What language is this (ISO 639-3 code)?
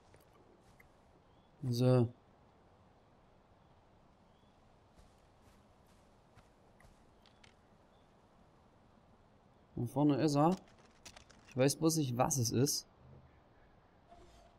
deu